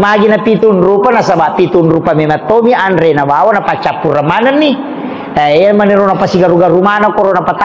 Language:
Buginese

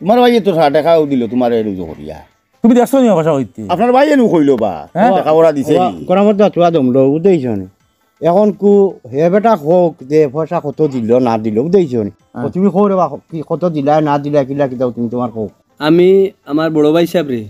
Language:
Sylheti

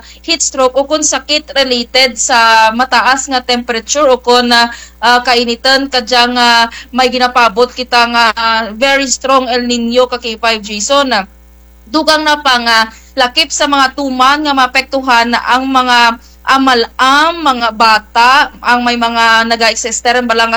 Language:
Kinaray-a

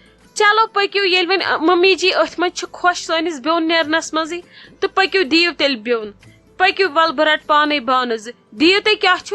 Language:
Kashmiri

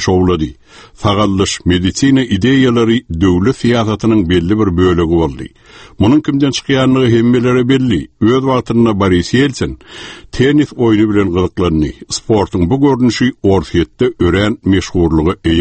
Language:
Turkmen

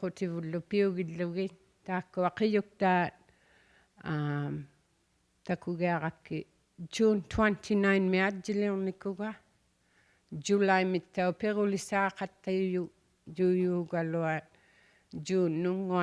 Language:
Inuktitut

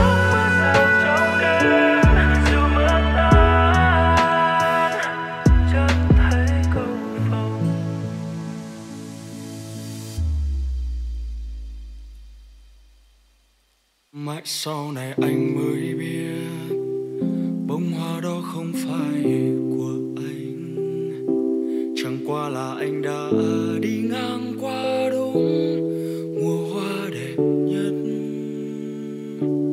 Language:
Vietnamese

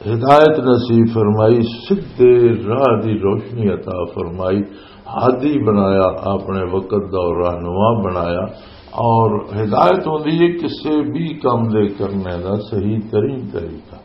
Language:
Western Panjabi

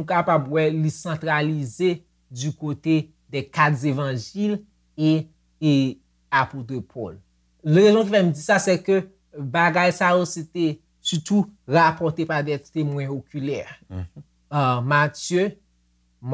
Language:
Haitian Creole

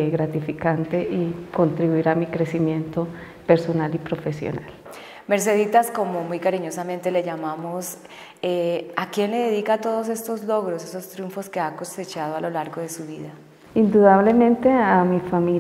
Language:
Spanish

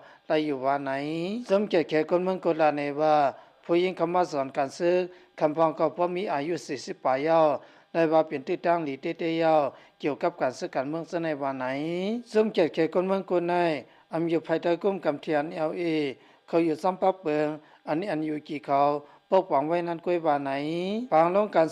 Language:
Lao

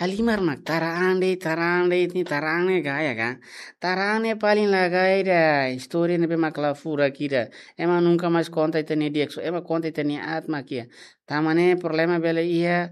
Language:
Tetum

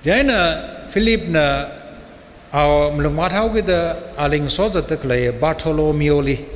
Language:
Tangkhul Naga (India)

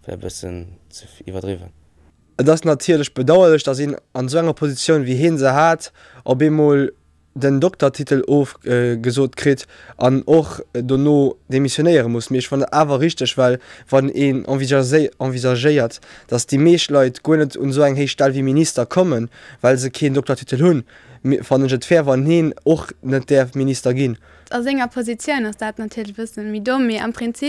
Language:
Luxembourgish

